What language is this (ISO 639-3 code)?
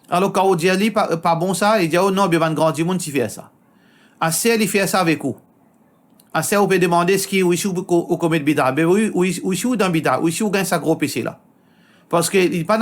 mfe